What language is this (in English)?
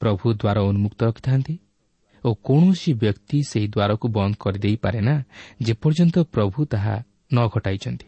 Odia